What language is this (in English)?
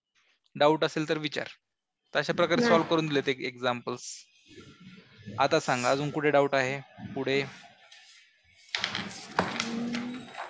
Marathi